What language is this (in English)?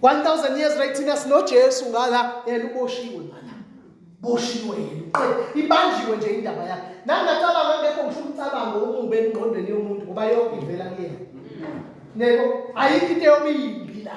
Zulu